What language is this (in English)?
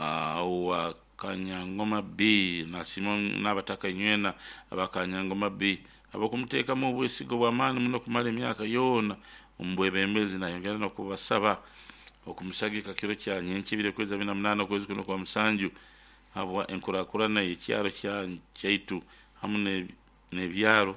Nyankole